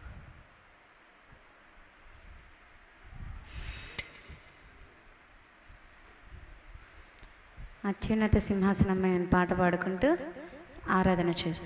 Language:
Telugu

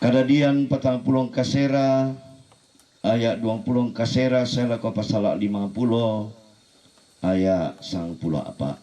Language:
Toraja-Sa'dan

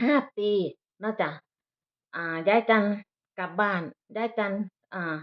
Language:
Northeastern Thai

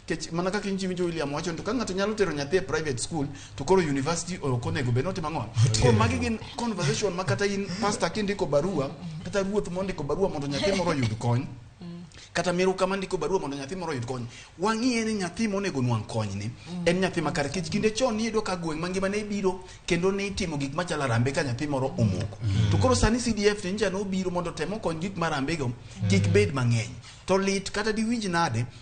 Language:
Luo (Kenya and Tanzania)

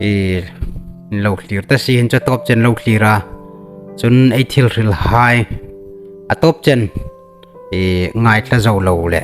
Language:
Hmar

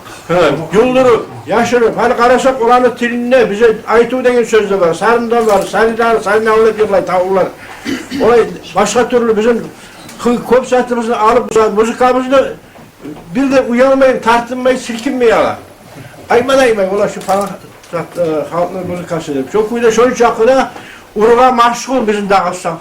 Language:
Kumyk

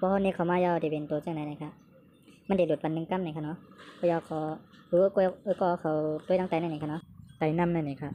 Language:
Shan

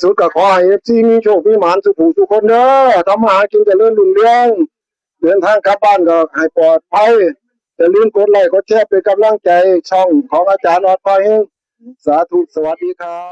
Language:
Northeastern Thai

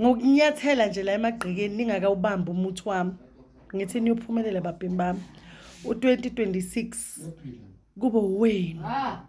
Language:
Zulu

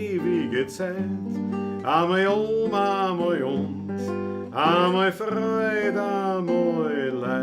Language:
Bavarian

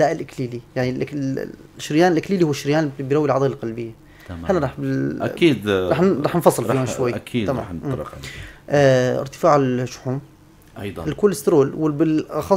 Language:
North Levantine Arabic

